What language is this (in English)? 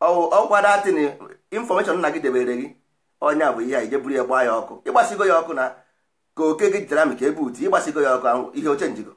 Igbo